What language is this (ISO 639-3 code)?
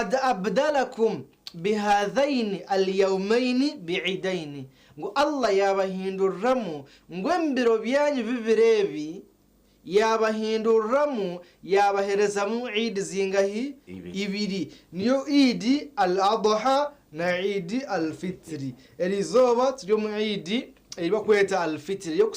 nyn